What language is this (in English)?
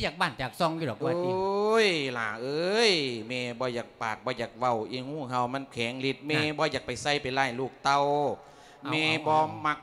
Lao